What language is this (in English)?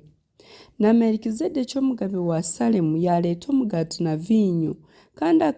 Nyankole